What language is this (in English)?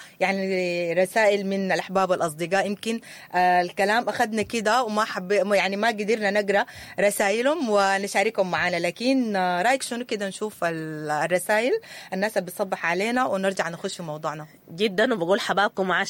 Sudanese Arabic